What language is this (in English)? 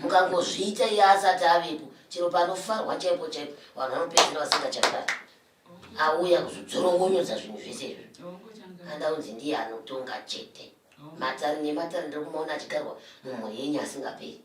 Shona